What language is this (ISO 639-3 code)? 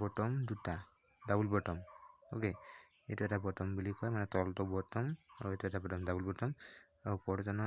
asm